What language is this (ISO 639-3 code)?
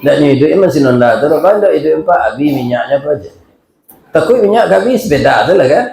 min